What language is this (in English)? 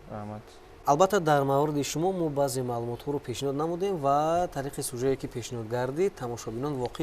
Tajik